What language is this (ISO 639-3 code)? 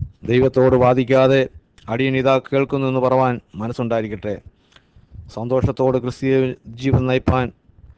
mal